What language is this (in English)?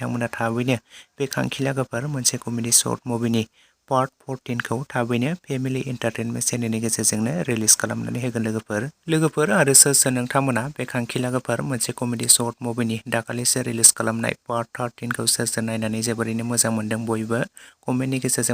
Bodo